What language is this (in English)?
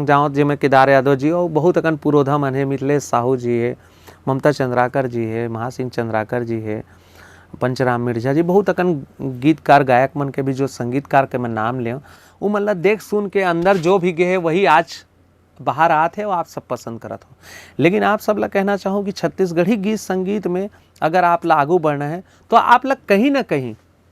Chhattisgarhi